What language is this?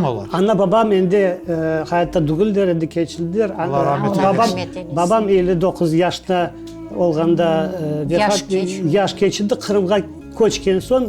Crimean Tatar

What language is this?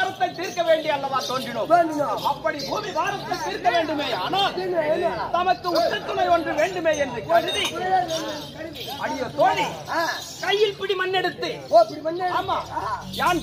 Tamil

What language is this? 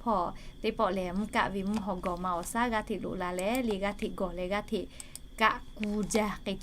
Lahu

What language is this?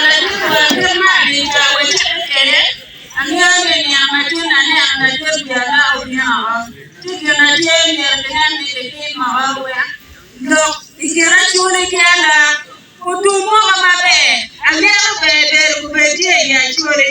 Acoli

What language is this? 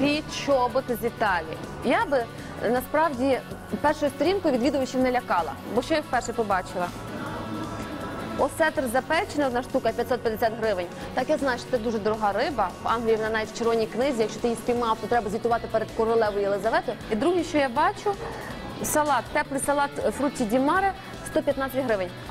Ukrainian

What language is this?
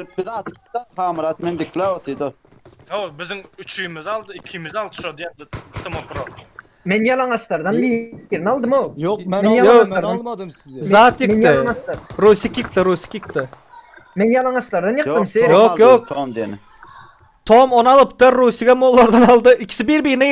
Turkmen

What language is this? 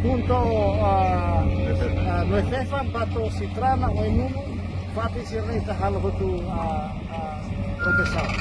Tetum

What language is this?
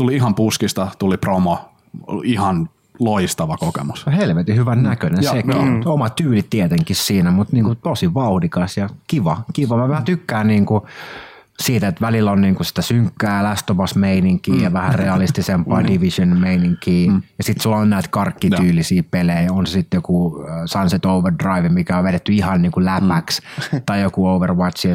Finnish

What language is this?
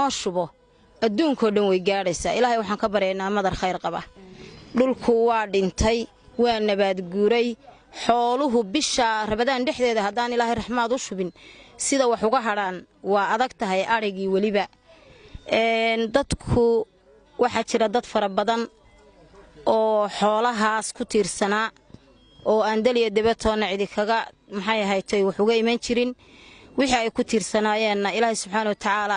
Somali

